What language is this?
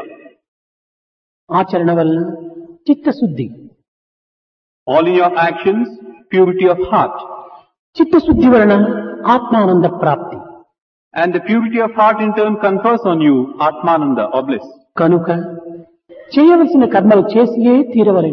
Telugu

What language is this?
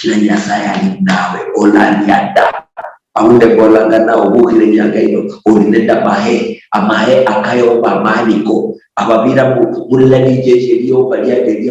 Luyia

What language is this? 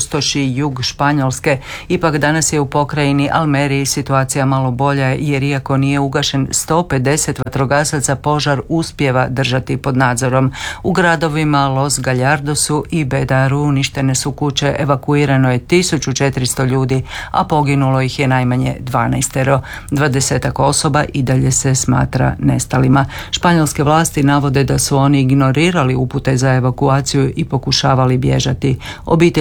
Croatian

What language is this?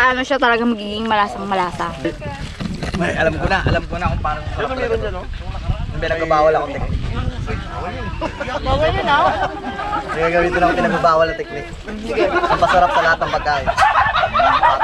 Filipino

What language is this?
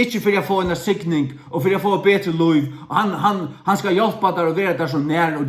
Faroese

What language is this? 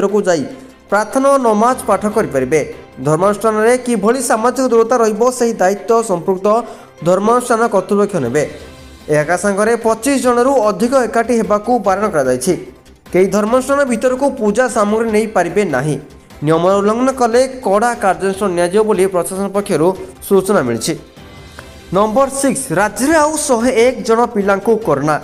Odia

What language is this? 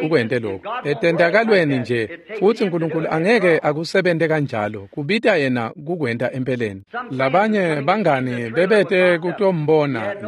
Swati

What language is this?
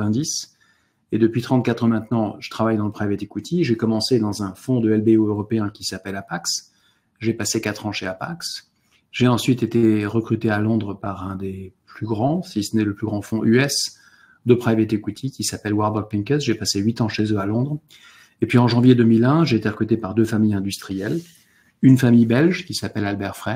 French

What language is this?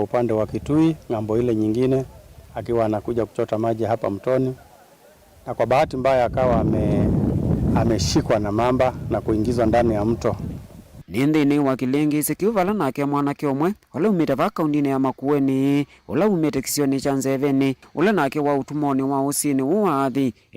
Kamba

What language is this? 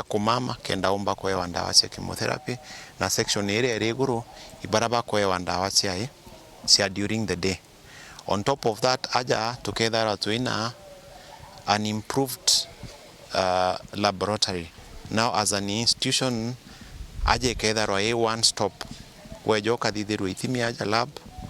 Meru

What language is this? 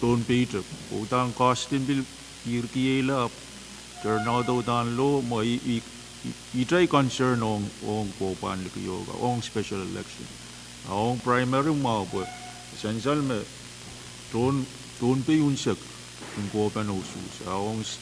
Pohnpeian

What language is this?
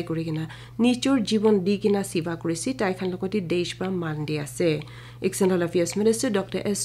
Naga Pidgin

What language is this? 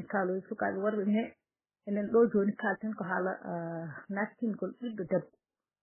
Fula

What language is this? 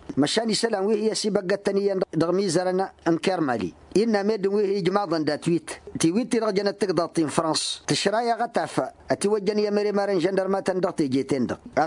Tamasheq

